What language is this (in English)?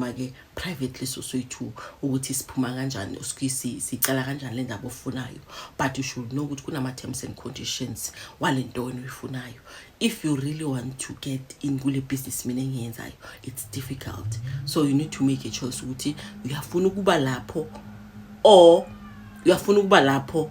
Zulu